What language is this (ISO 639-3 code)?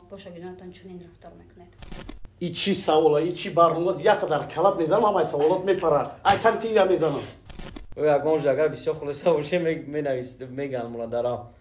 tgk